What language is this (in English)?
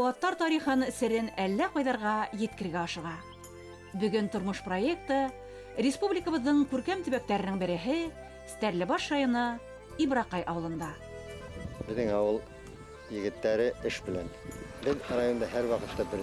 Bashkir